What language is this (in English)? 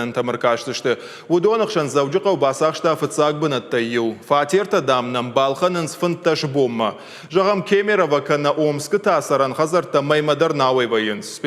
Ossetic